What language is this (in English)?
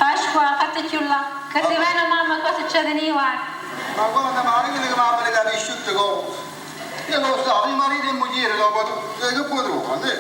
Neapolitan